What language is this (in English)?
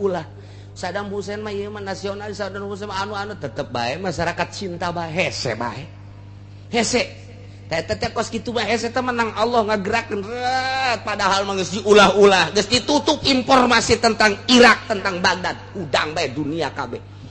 Sundanese